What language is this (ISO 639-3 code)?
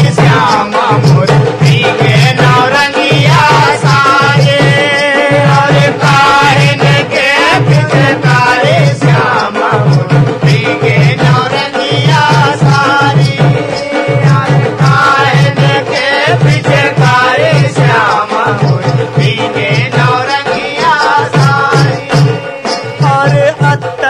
hne